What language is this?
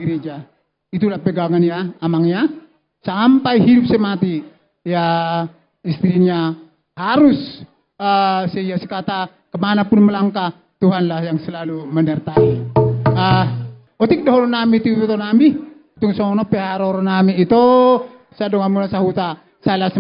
Batak Toba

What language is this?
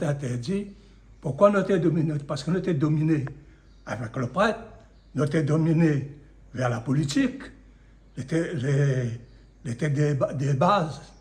Réunion Creole French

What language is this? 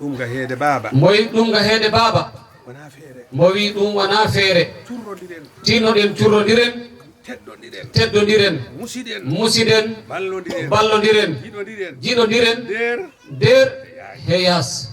Fula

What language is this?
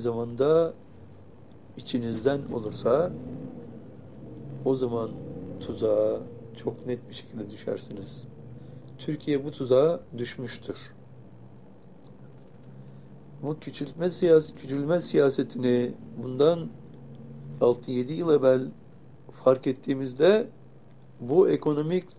Turkish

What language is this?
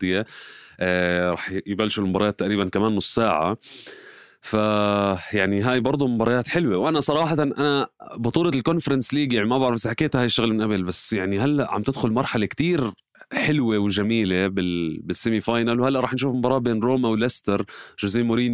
North Levantine Arabic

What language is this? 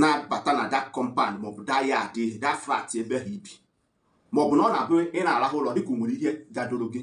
Igbo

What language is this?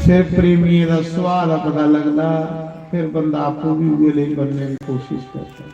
Dogri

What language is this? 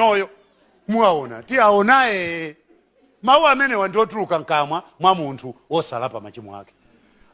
Nyanja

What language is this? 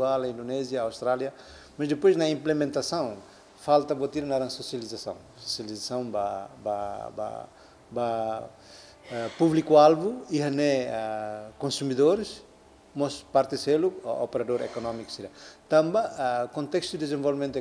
Tetum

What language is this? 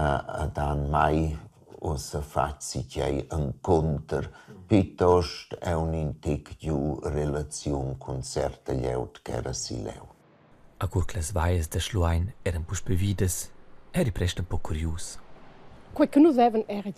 Romansh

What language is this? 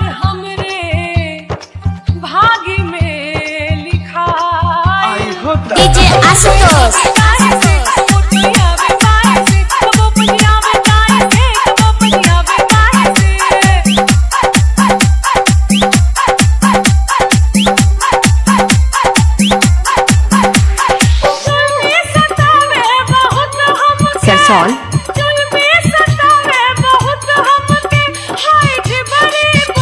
Bhojpuri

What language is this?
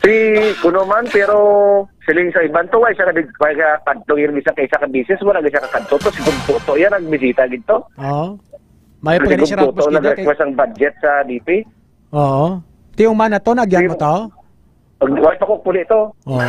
Hiligaynon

